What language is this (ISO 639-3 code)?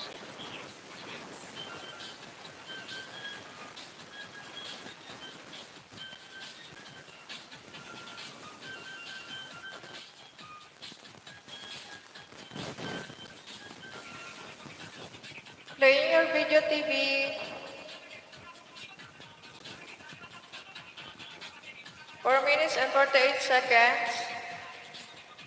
fil